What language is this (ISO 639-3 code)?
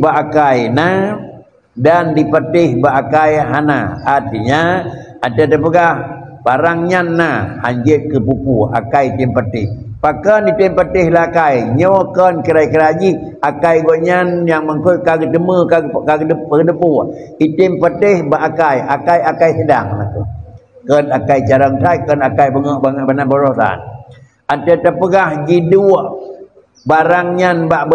ace